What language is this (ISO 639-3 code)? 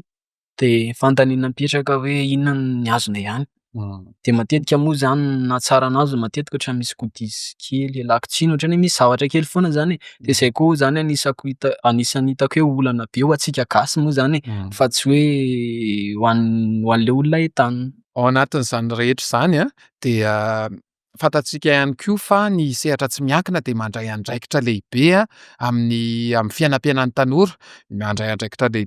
mlg